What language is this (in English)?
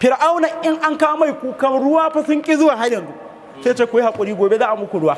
Hausa